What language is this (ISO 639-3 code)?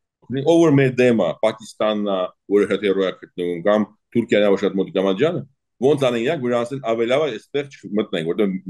hye